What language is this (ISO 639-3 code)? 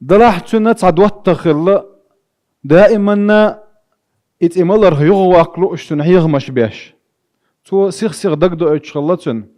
che